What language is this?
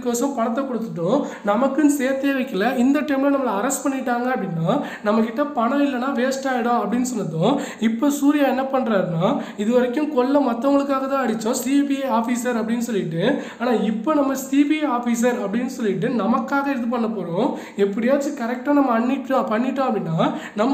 Tamil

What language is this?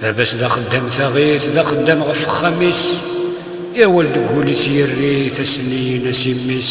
Kabyle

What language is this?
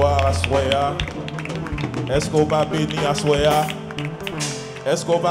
French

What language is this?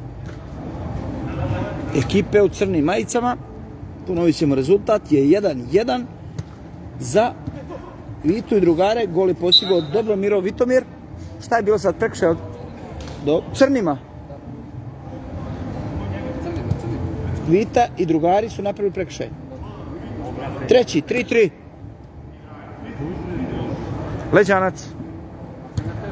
Croatian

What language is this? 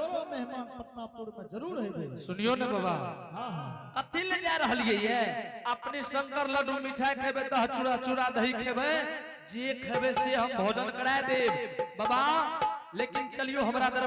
Angika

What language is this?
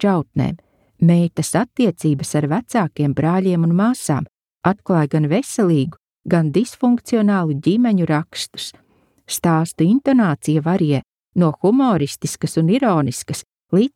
Latvian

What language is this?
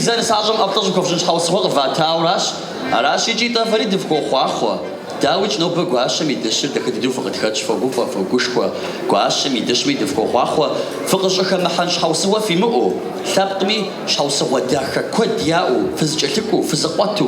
Kabardian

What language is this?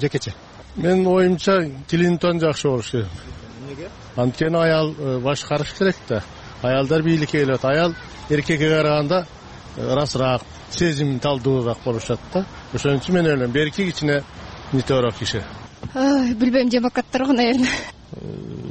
Kyrgyz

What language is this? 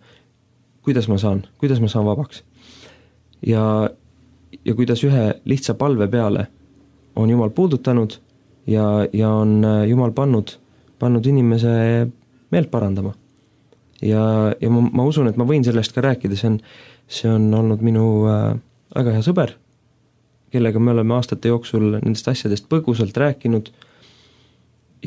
Estonian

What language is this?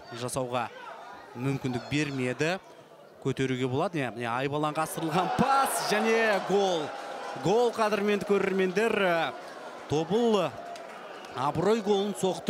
Kazakh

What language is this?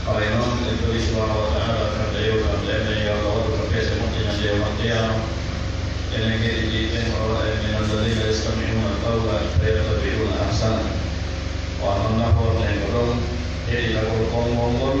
Pular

